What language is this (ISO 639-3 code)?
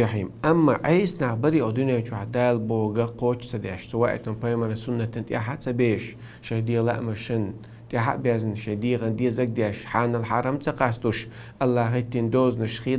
che